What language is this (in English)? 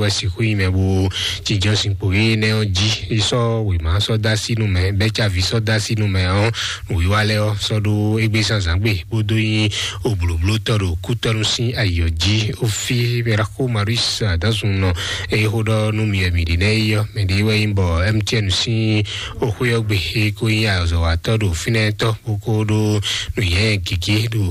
Fon